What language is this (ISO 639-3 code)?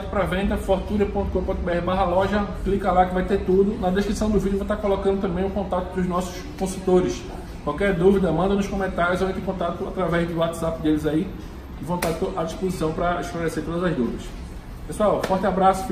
por